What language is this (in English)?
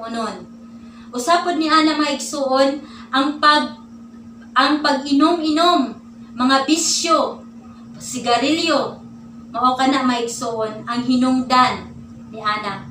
Cebuano